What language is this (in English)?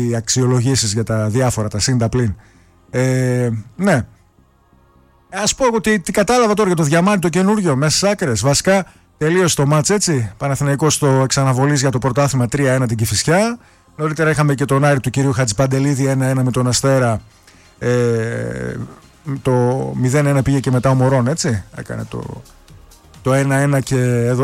Greek